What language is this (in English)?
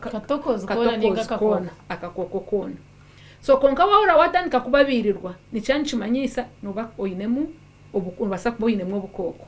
Nyankole